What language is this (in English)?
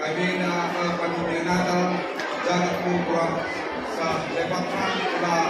Batak Karo